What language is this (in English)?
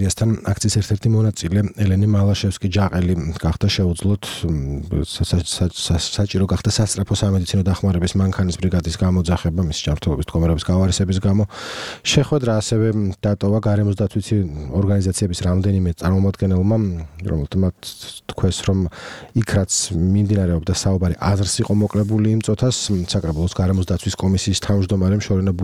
Georgian